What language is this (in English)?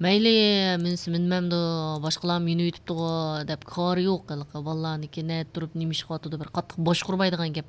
Uyghur